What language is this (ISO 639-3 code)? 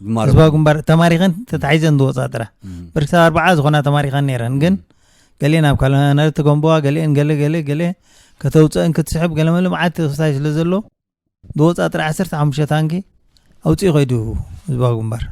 tir